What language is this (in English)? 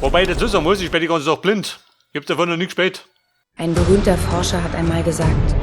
Bavarian